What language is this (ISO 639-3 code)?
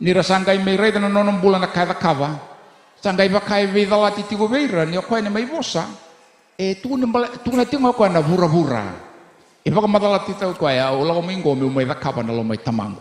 fij